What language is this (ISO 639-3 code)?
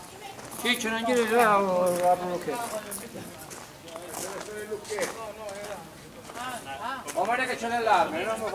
ita